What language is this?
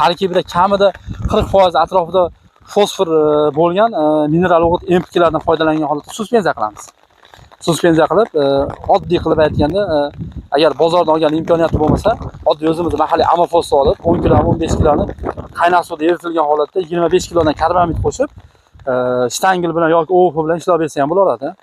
Uzbek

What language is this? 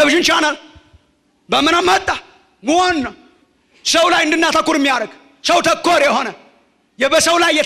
Amharic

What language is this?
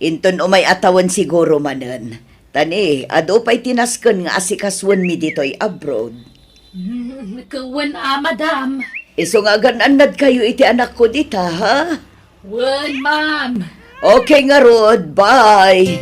Iloko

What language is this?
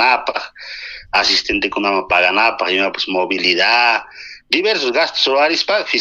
Ayacucho Quechua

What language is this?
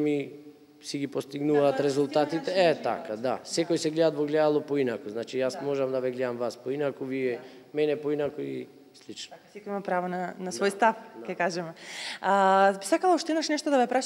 Macedonian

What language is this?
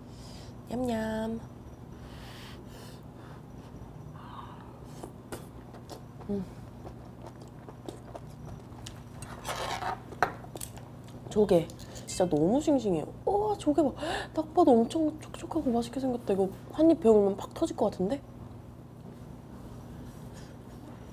Korean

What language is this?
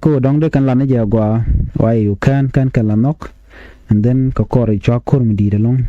Nuer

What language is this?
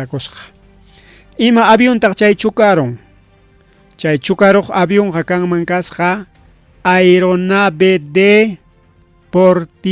Ayacucho Quechua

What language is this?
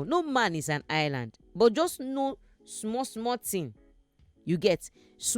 Nigerian Pidgin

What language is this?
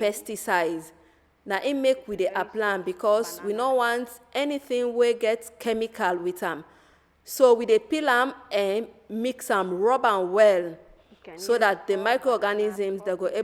Nigerian Pidgin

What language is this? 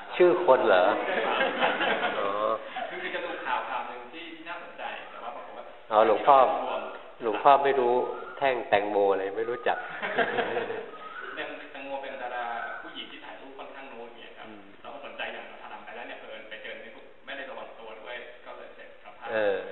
Thai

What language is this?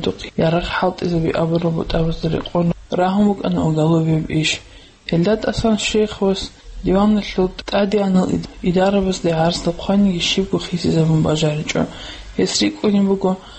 Avaric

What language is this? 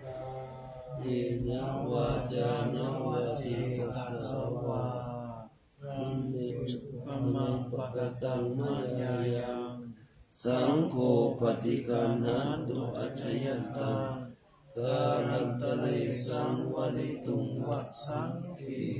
Pali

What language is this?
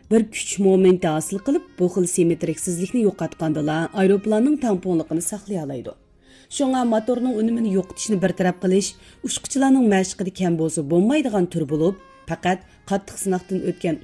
Uyghur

